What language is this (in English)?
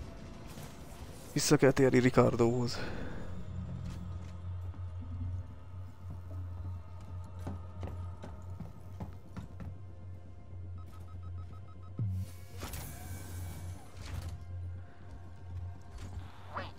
Hungarian